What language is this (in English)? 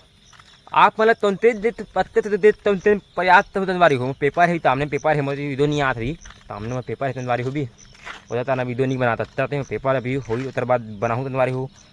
Chhattisgarhi